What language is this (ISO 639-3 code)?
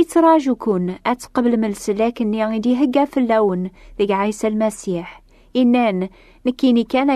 kab